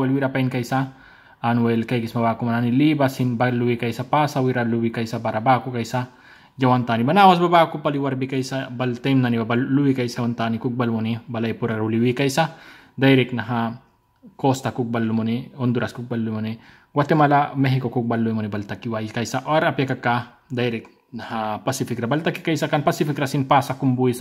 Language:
Mískito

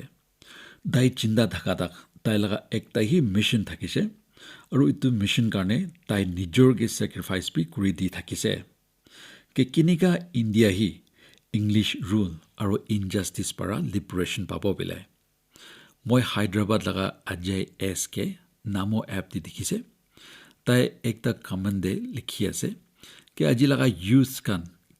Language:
Naga Pidgin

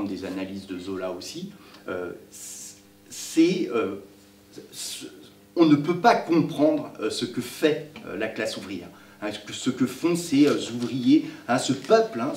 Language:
French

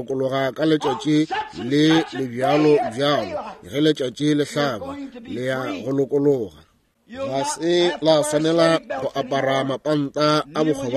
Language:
Northern Sotho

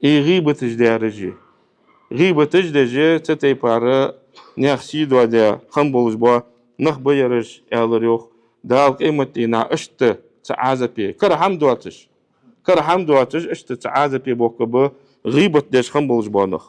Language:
Ingush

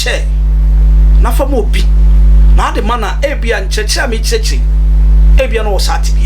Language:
Akan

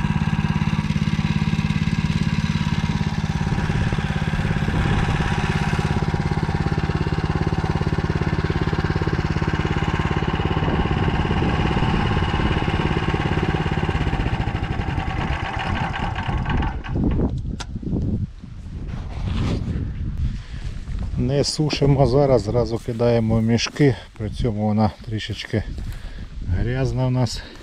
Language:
Ukrainian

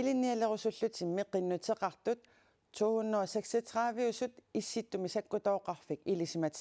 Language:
Kalaallisut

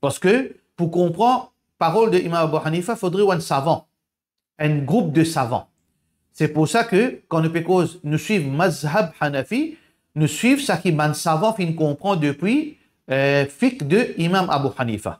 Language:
Morisyen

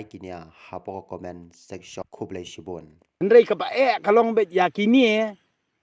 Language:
Khasi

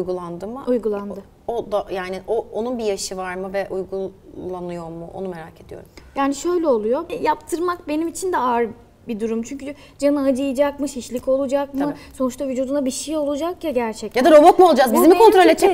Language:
Turkish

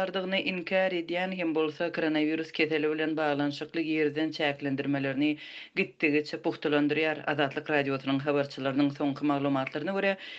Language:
Turkmen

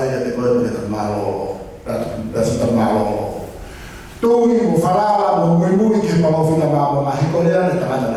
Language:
Tongan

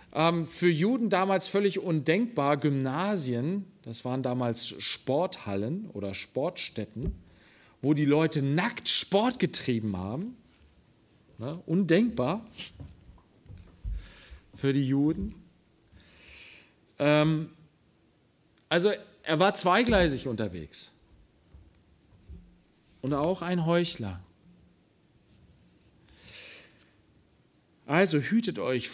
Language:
German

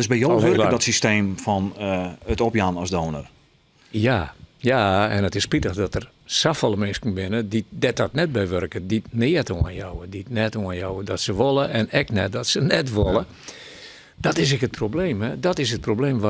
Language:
Western Frisian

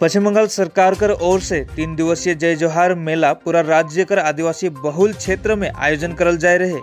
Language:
Sadri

